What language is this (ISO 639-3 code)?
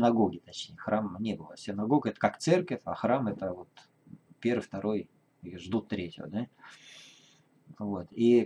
rus